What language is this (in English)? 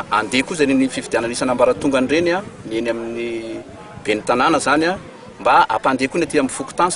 Malagasy